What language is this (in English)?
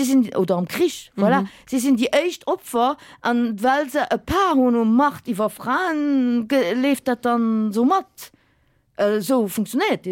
Luxembourgish